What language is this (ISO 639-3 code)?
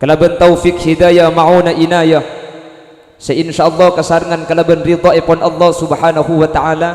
mad